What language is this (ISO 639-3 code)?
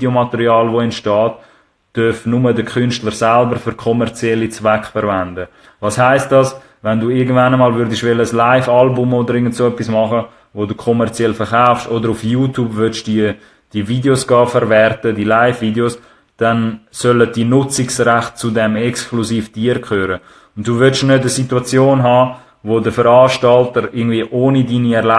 gsw